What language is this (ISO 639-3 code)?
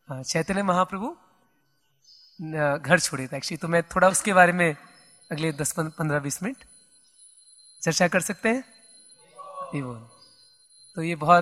hin